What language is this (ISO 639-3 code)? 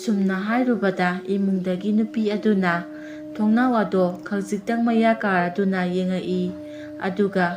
mni